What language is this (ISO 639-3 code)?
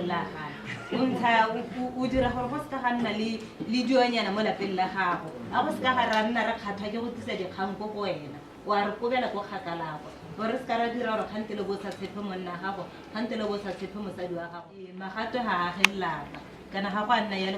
tsn